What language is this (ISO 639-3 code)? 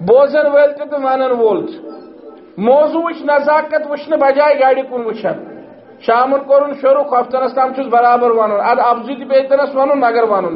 kas